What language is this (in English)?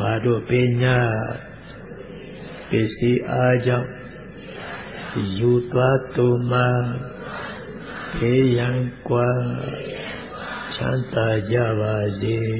Burmese